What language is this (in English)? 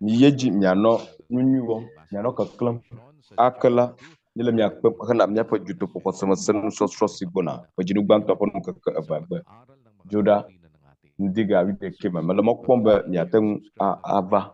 Ewe